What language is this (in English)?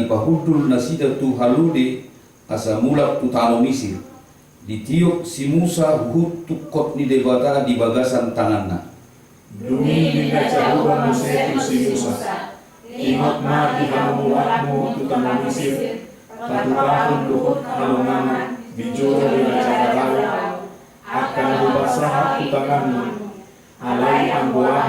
Batak Toba